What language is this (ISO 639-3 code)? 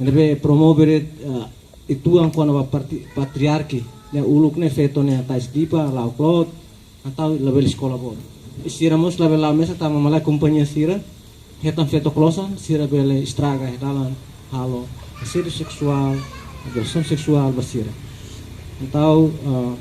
tet